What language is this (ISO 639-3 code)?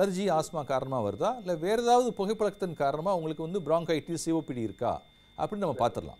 tam